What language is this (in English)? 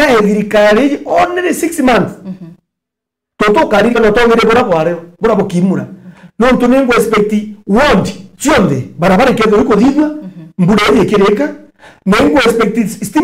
Meru